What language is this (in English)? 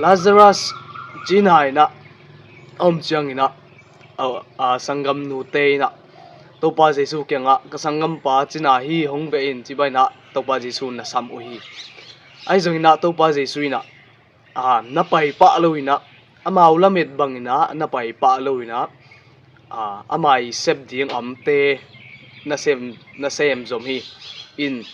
Tedim Chin